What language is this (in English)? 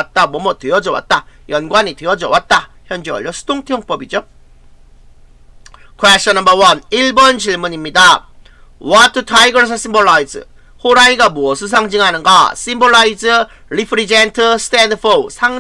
Korean